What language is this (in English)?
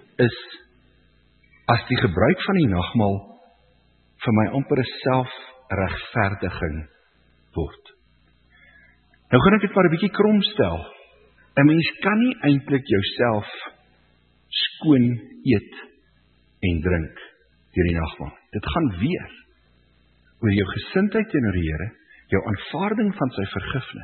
Afrikaans